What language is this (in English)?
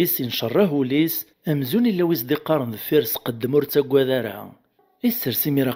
Kabyle